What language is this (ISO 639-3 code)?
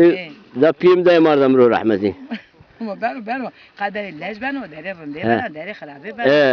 zza